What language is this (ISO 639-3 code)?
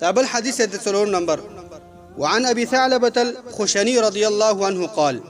pus